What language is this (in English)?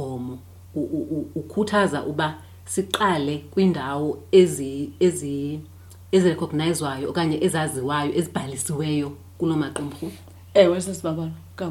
Xhosa